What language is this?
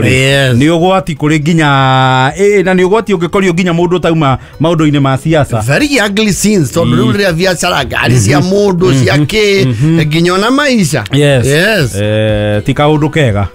Kikuyu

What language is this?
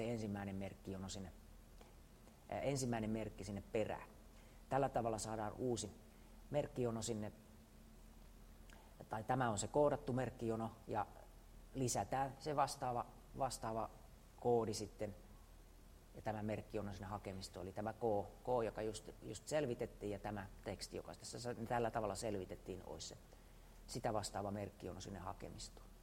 Finnish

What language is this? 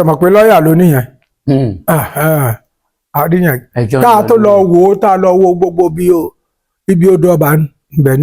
Yoruba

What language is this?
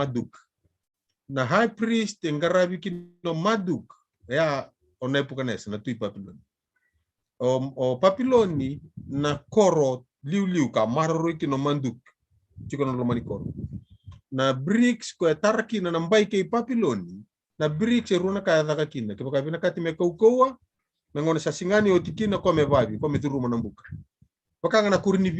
Fijian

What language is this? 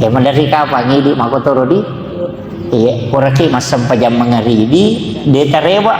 Buginese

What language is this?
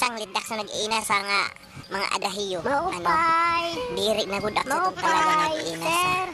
Waray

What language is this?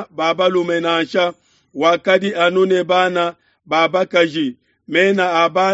Luba-Lulua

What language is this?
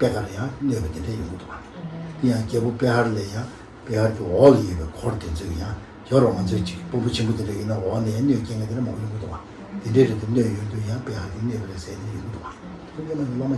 Tibetan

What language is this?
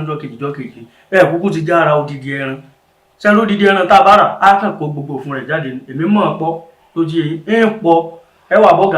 Yoruba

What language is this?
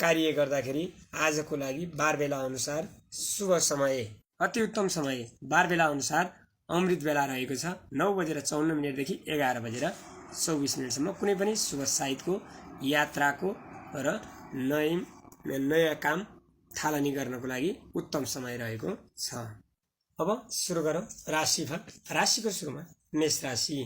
Nepali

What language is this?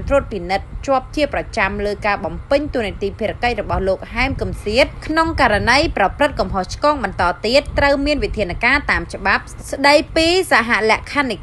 Khmer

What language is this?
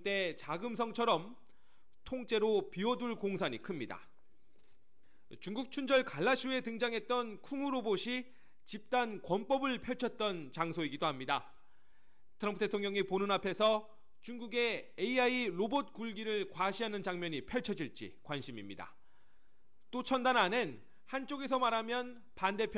Korean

